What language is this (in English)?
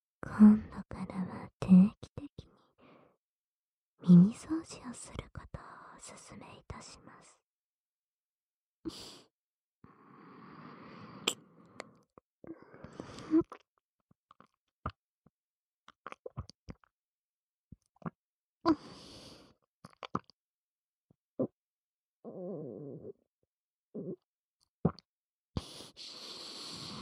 Japanese